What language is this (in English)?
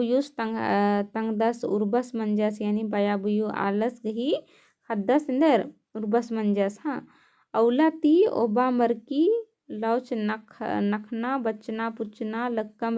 Kurukh